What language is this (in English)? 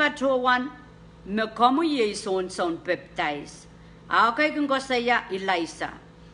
Pohnpeian